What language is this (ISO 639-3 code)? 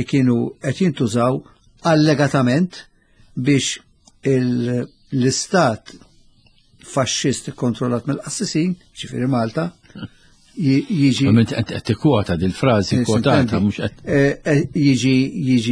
mlt